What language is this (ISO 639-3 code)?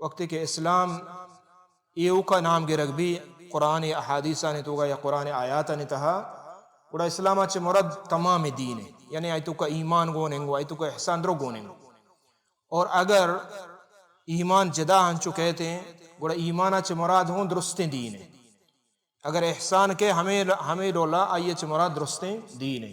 bal